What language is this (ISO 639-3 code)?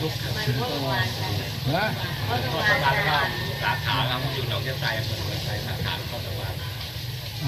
tha